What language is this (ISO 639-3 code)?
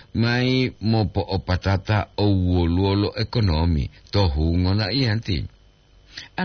gor